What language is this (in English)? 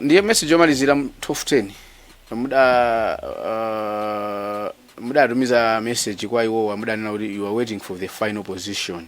Nyanja